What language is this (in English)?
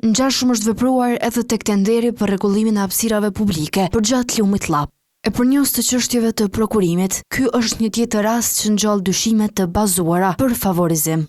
Albanian